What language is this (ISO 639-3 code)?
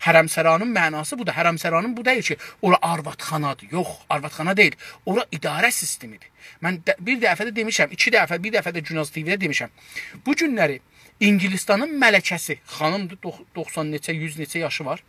azb